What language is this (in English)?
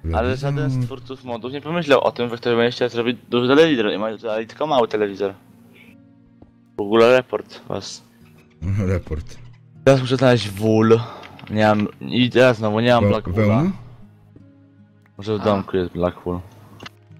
Polish